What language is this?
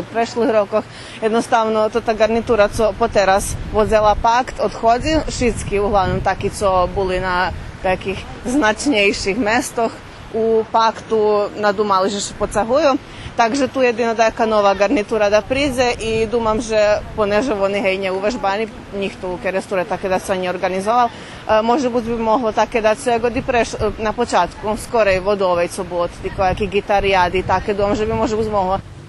Rusyn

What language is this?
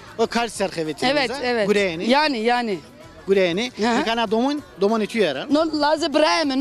Zaza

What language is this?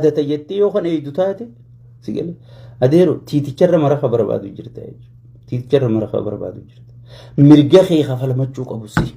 Oromo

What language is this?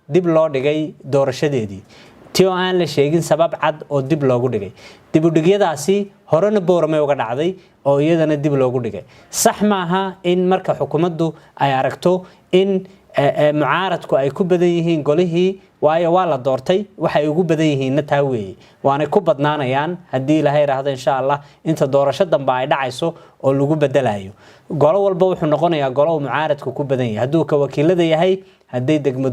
Somali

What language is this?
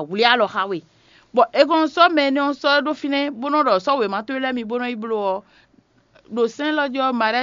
Fon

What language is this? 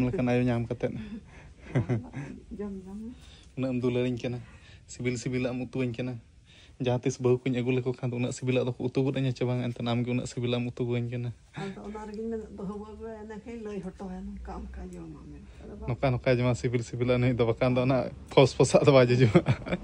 Santali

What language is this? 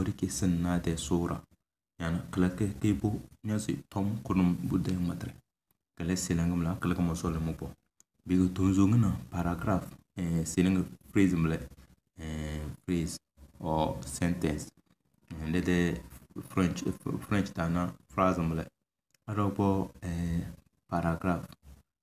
Tem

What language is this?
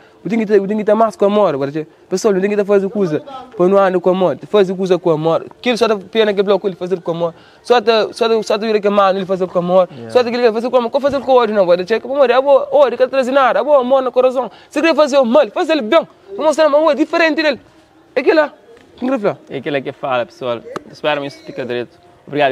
Kabuverdianu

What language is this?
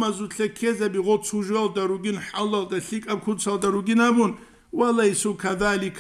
Avaric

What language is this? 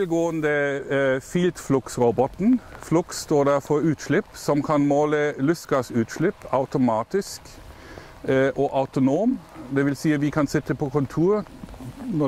Norwegian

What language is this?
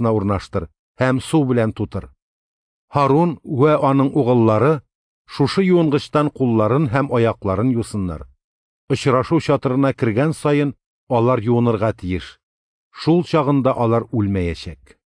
Tatar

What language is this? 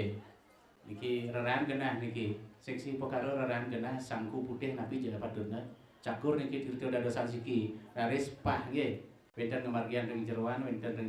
Balinese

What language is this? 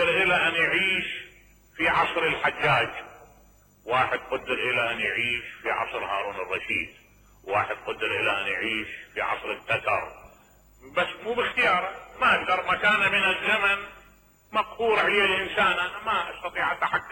Mesopotamian Arabic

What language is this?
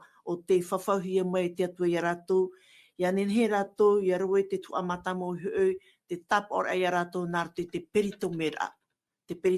Tahitian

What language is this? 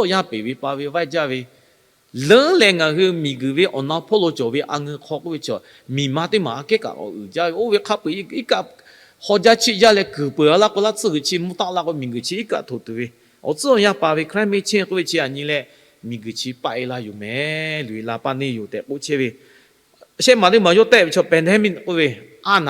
Lahu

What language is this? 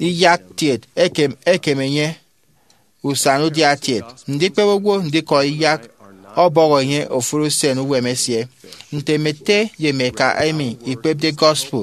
Efik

